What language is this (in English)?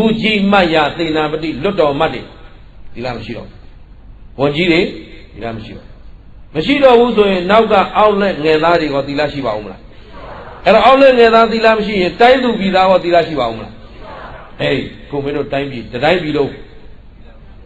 Burmese